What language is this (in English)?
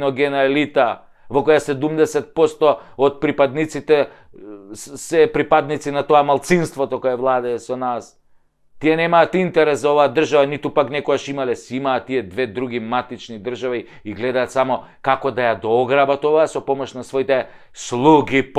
Macedonian